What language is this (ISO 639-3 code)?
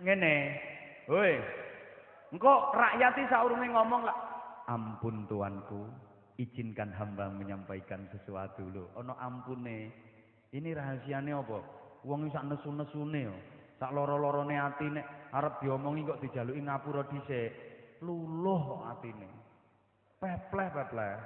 jav